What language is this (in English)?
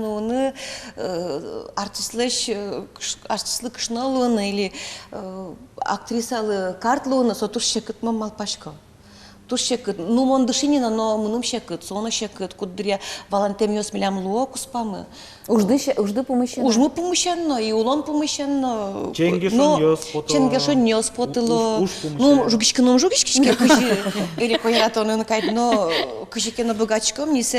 Udmurt